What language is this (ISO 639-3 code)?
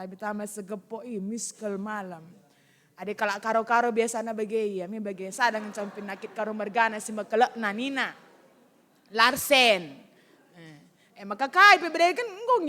btx